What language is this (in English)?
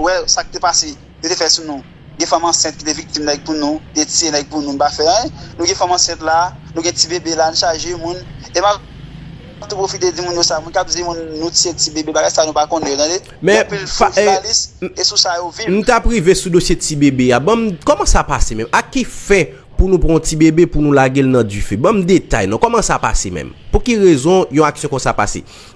Haitian Creole